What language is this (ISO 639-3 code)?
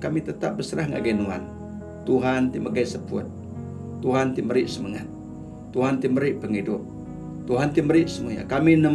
iba